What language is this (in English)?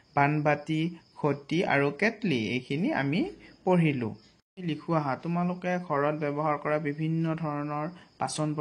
Assamese